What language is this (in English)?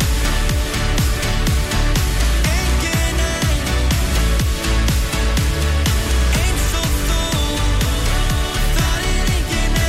Icelandic